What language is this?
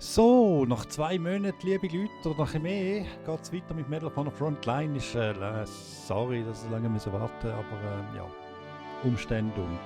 Swiss German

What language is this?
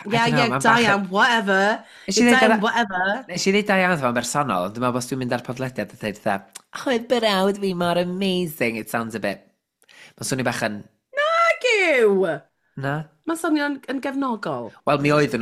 Welsh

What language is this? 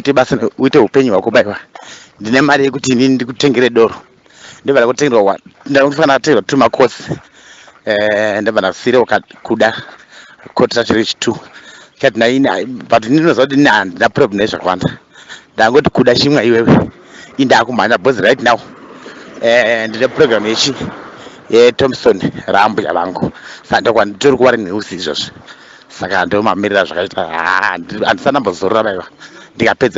Shona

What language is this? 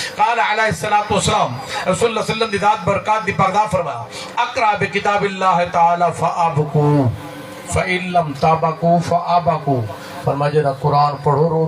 Saraiki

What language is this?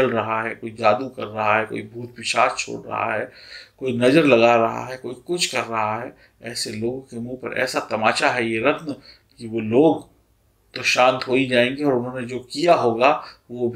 Hindi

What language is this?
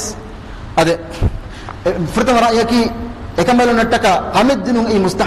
Divehi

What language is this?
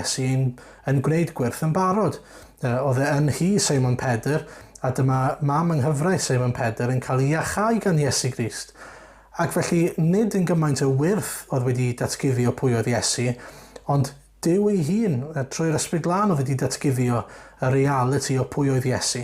Welsh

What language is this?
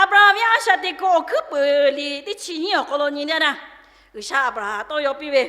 Lahu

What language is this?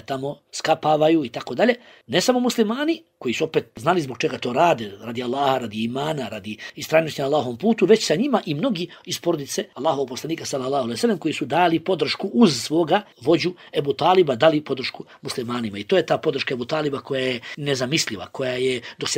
Bosnian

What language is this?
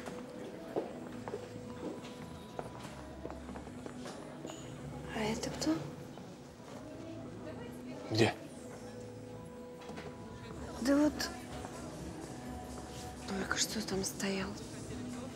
Russian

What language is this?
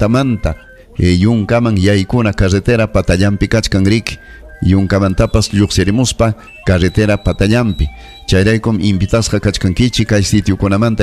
Ayacucho Quechua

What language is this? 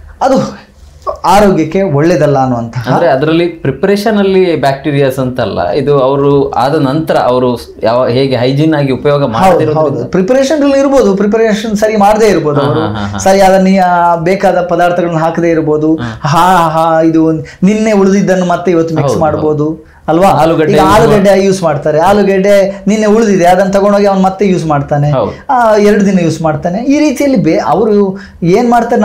Kannada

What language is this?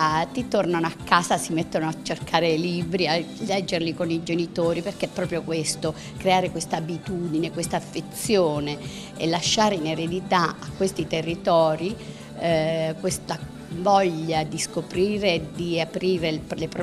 Italian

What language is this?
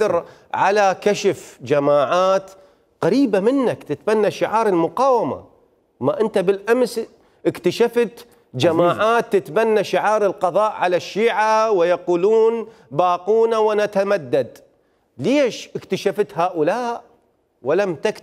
Mesopotamian Arabic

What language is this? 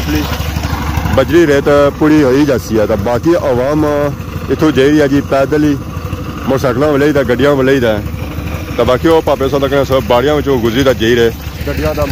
Pahari-Potwari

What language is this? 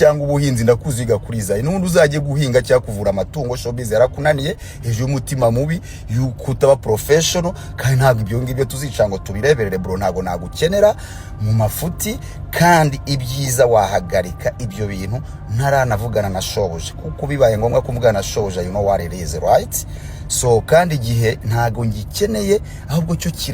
Kinyarwanda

